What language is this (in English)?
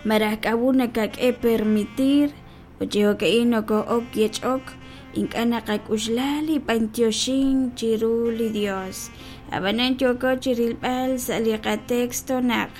Kekchí